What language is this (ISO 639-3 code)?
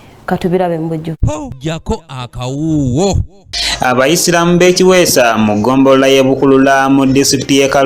lug